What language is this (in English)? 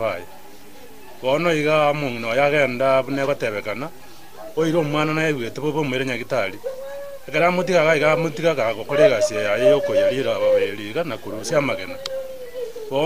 Gusii